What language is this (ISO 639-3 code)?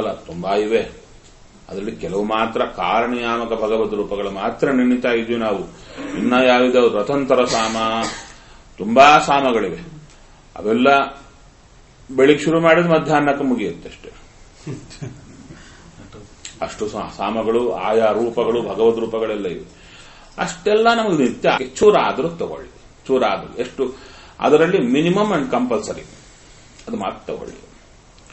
kan